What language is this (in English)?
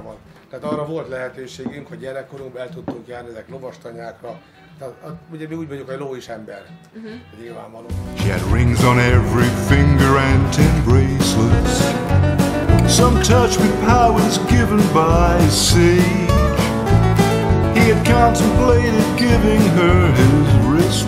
Hungarian